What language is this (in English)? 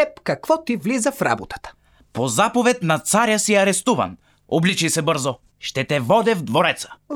Bulgarian